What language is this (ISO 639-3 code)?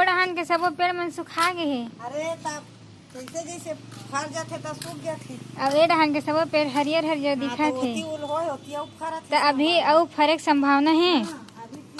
hne